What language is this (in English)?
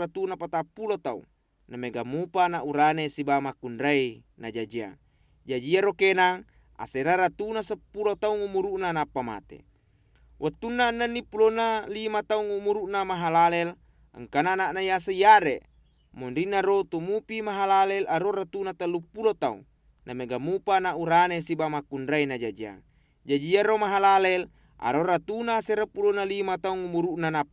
Buginese